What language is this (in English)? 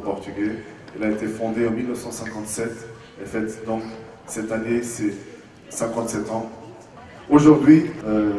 French